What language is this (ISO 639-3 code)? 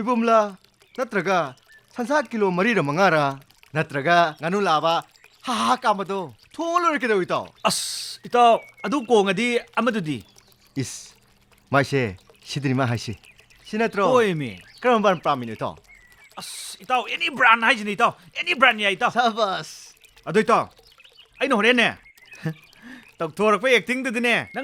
mni